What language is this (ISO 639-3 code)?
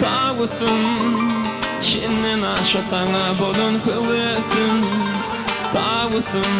tuk